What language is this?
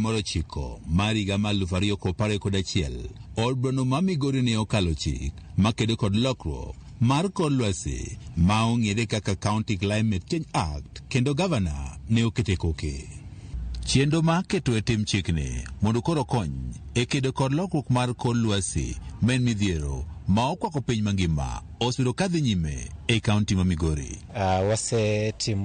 Luo (Kenya and Tanzania)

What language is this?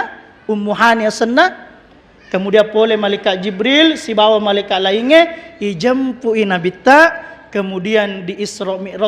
Buginese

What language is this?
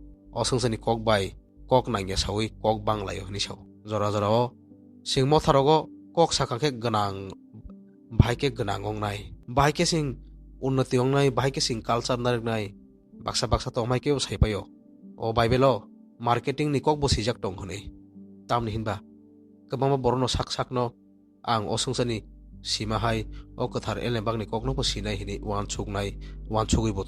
Kok Borok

